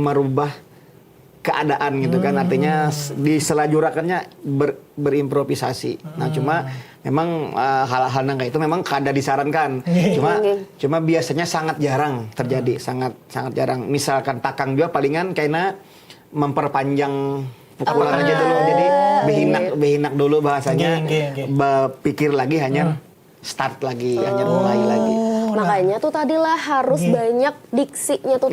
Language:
Banjar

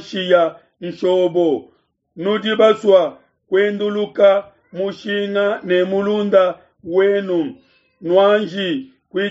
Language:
Luba-Lulua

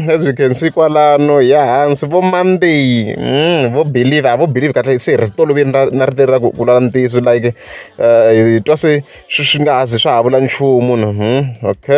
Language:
Tsonga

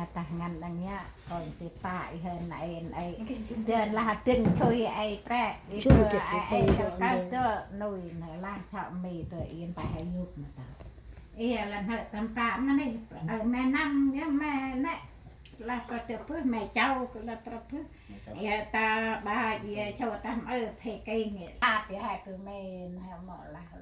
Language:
Central Mnong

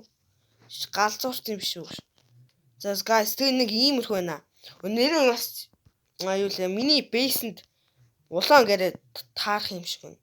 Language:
Mongolian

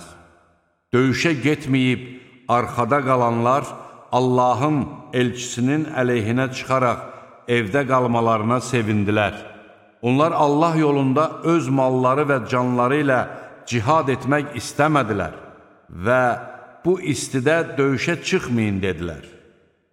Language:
Azerbaijani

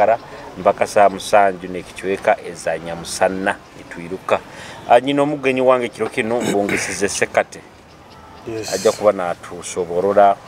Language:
Nyoro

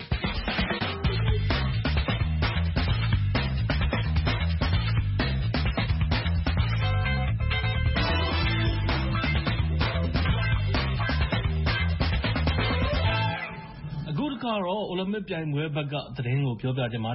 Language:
Burmese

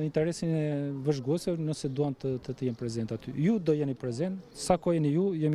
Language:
Albanian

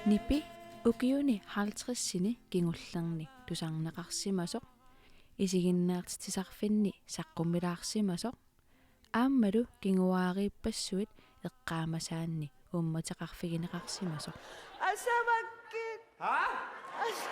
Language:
Kalaallisut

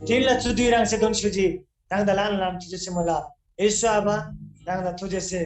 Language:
Eastern Tamang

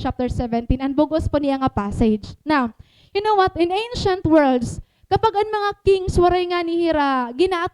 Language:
Waray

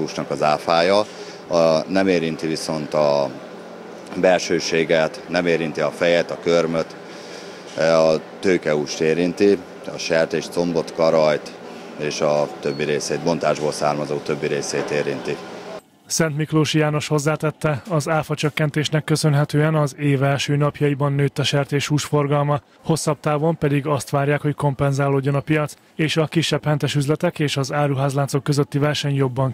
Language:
Hungarian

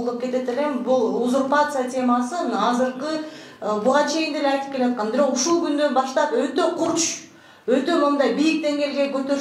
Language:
Kyrgyz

